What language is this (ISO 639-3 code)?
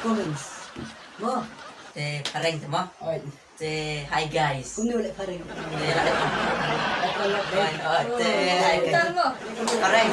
kha